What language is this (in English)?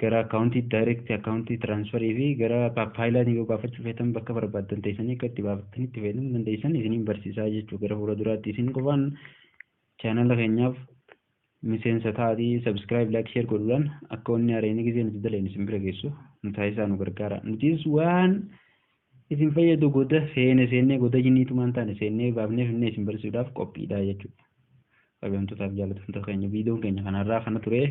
Oromo